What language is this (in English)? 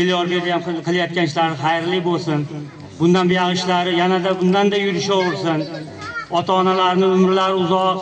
Uzbek